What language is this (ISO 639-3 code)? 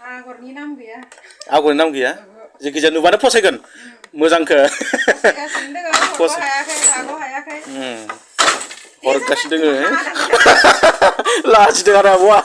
brx